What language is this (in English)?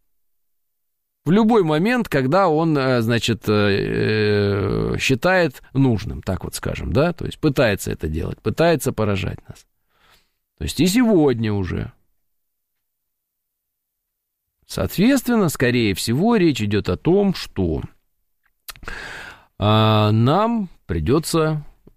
Russian